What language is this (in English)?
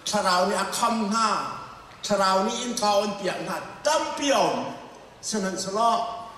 Hakha Chin